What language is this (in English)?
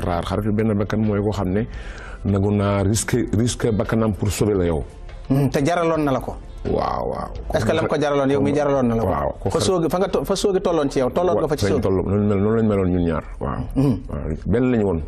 Wolof